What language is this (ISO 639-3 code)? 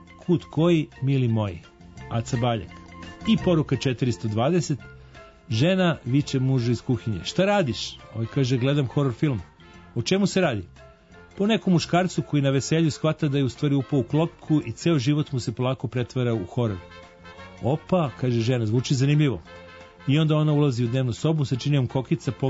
srp